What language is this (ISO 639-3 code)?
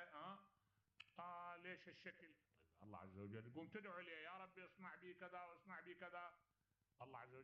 acm